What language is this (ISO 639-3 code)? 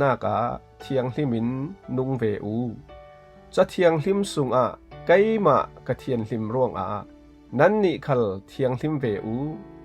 cfm